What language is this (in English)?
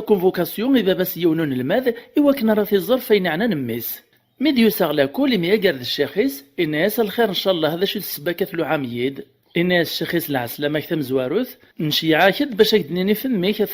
Kabyle